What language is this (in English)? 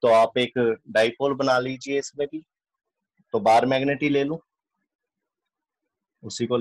Hindi